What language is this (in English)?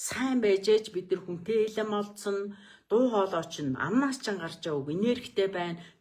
Mongolian